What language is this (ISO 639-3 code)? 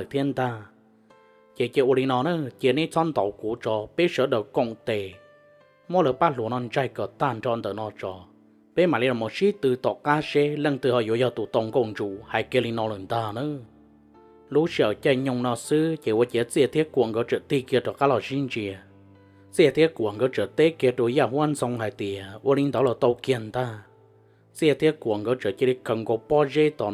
hmn